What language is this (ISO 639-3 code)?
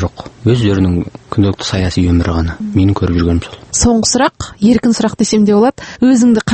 kaz